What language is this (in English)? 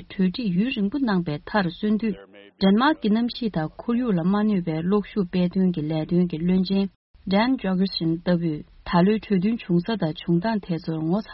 Tibetan